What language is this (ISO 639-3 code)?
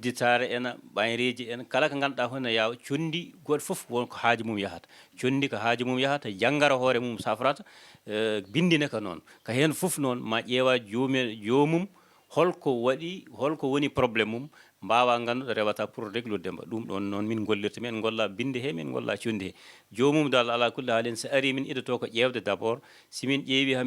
ful